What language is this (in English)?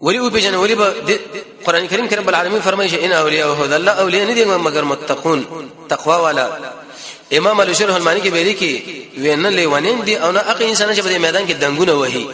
Pashto